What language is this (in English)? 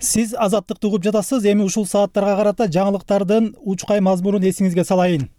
Kyrgyz